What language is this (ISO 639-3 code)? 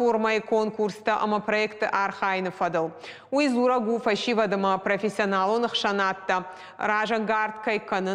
oss